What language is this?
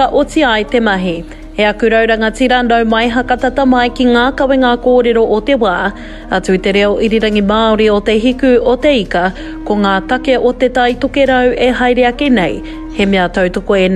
Māori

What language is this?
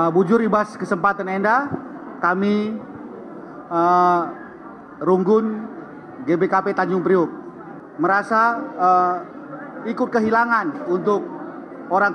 Batak Karo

